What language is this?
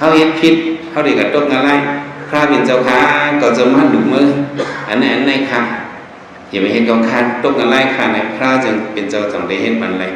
Shan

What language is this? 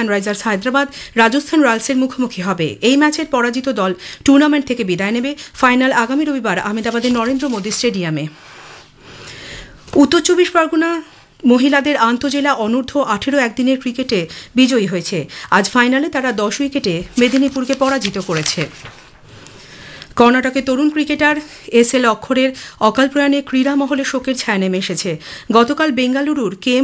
Bangla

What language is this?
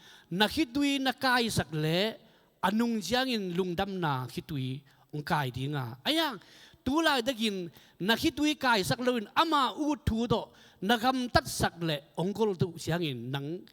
Tedim Chin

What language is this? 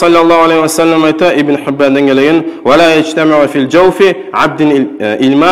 Kumyk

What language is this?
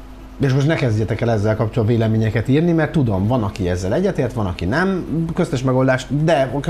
Hungarian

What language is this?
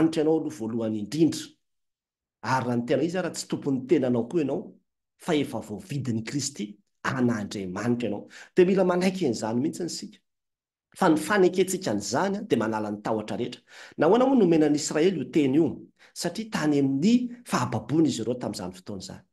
Malagasy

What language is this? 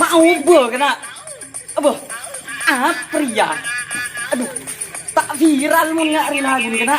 Madurese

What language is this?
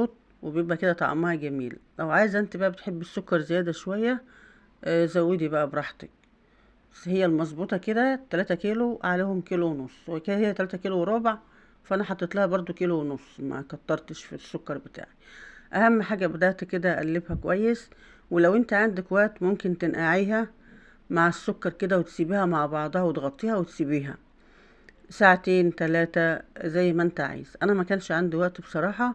Egyptian Arabic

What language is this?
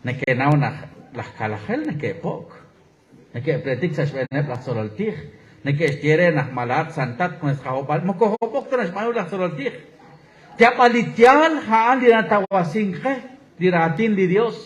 Kekchí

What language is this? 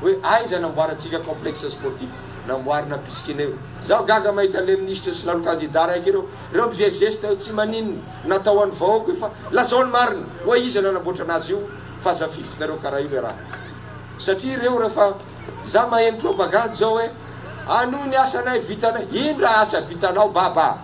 Malagasy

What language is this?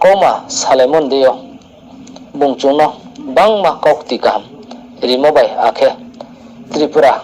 Riang (India)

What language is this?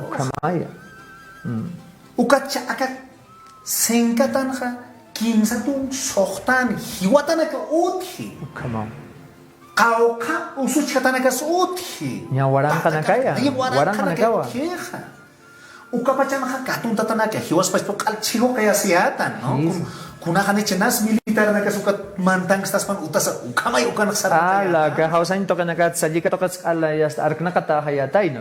Aymara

